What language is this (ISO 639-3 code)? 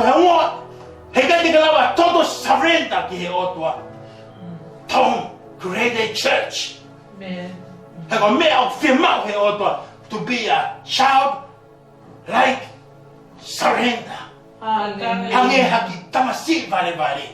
ton